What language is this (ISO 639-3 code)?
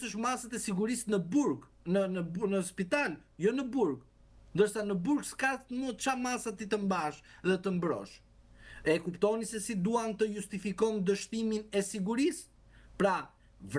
sqi